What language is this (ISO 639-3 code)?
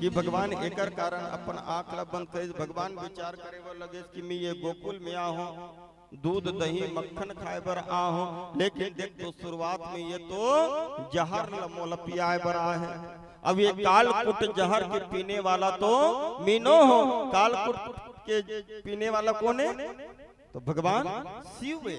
hne